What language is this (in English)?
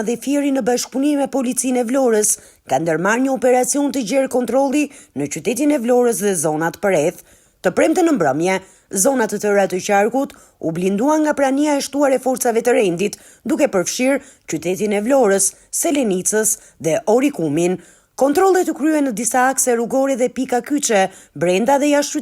Albanian